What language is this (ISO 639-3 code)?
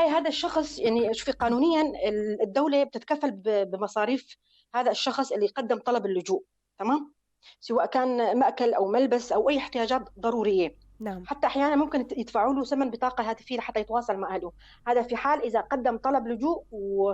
apc